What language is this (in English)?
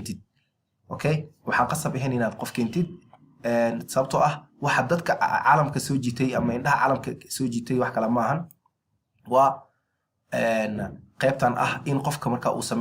Somali